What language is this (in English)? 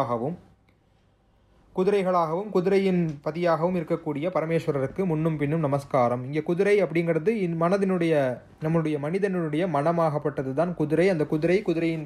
Tamil